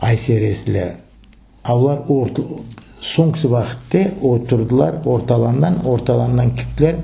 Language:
Crimean Tatar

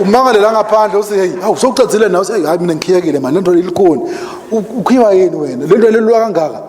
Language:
Swati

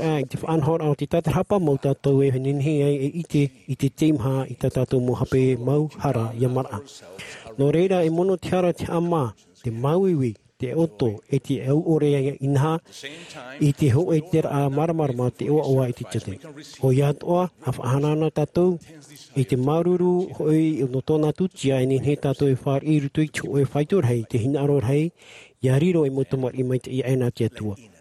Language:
Tahitian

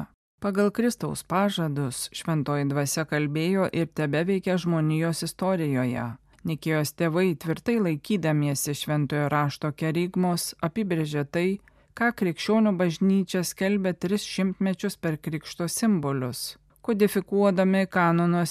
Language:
Lithuanian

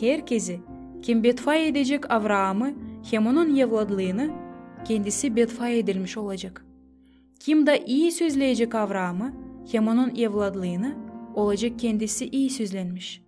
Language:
Gagauz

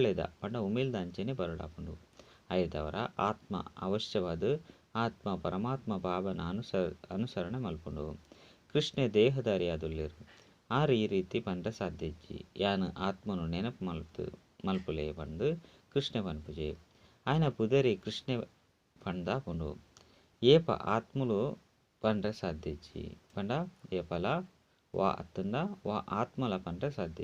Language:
Tulu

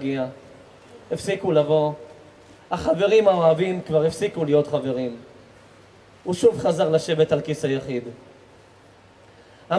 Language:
Hebrew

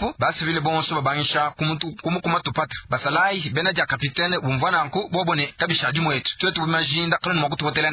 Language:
Luba-Lulua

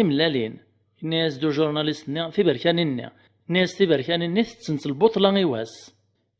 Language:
Kabyle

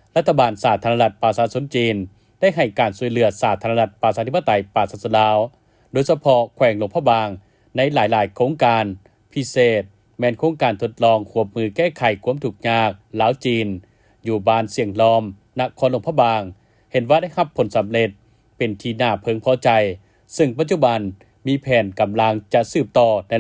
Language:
Lao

